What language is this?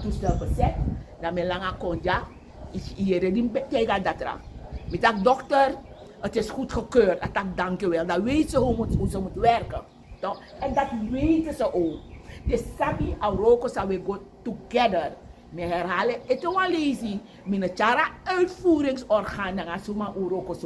Sranan Tongo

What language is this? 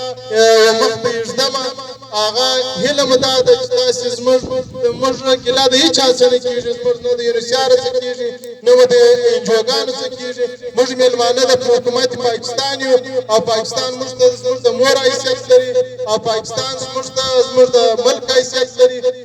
Pashto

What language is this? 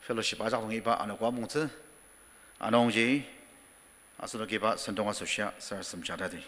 Ao Naga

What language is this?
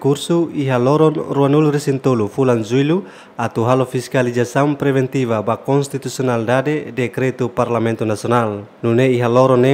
Tetum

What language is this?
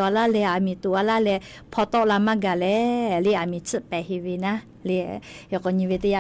Lahu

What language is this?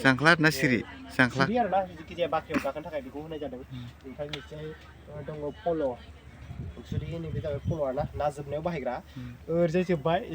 Bodo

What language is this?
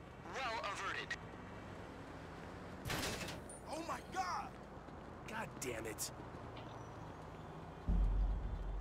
Slovak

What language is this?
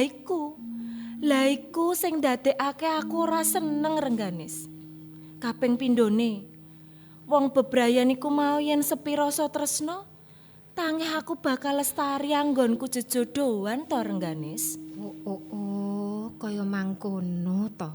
Javanese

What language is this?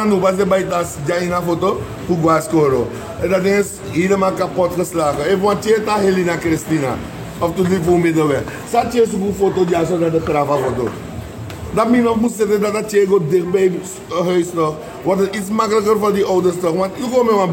Sranan Tongo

